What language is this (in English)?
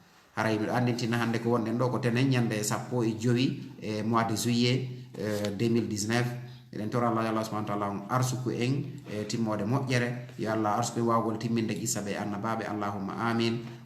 Fula